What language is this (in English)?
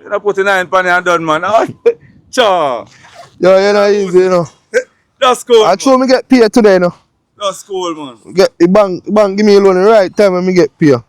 Jamaican Creole English